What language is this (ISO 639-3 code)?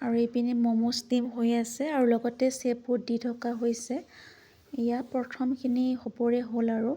asm